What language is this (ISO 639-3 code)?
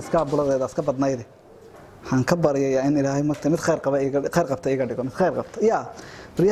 som